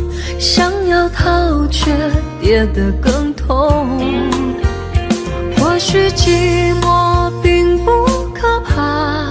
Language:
Chinese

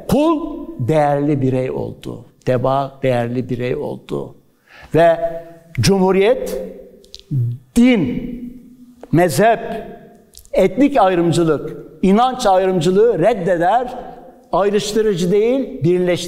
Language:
Turkish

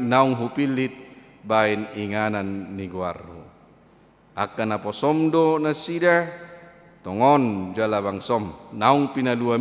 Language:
Batak Toba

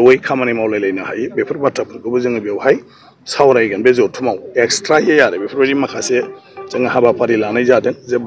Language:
Bodo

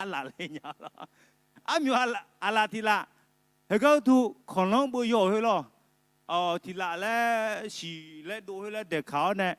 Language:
Akha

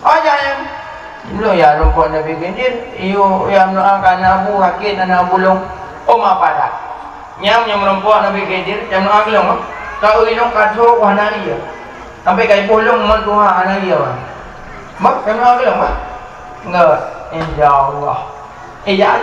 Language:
Achinese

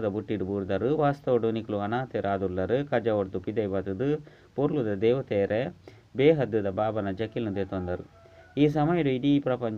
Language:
Tulu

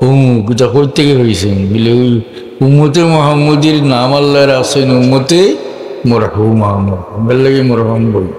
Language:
Sylheti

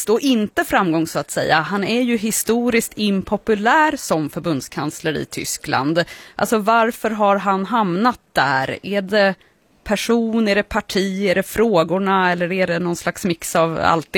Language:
Swedish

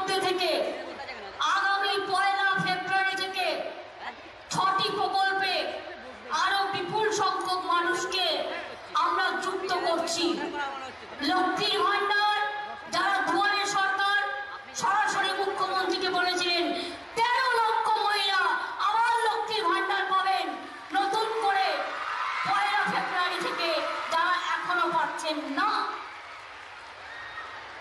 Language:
Bangla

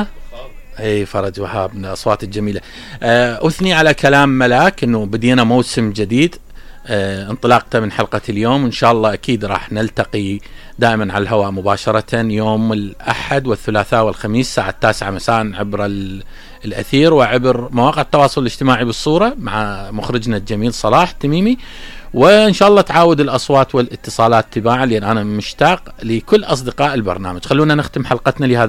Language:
Mesopotamian Arabic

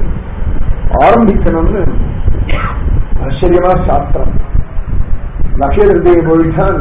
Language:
Tamil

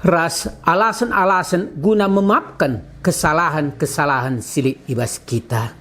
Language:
Batak Karo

